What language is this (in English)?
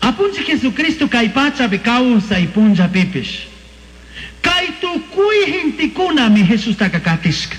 Chimborazo Highland Quichua